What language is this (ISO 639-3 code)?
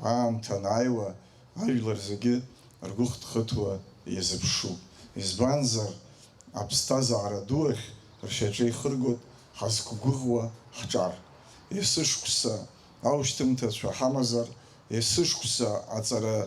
abk